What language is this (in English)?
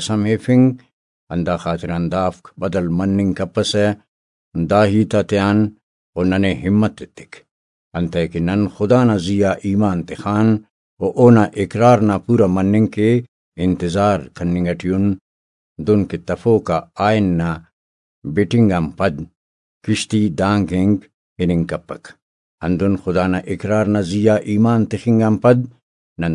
Brahui